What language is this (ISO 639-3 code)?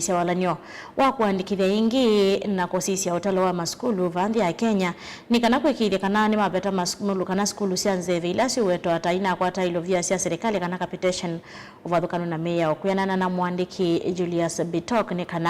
kam